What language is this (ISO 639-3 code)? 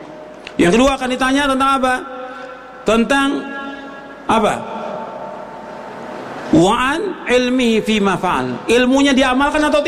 ind